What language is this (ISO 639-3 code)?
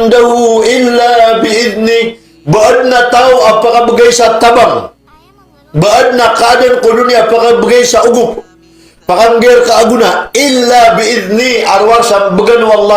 mrw